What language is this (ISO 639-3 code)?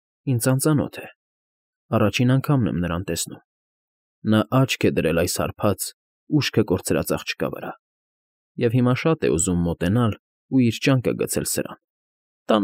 hye